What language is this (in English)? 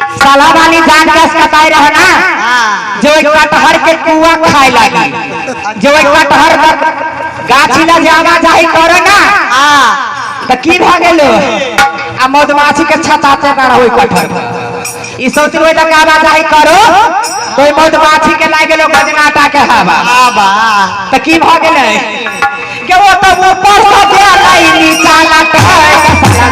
Maithili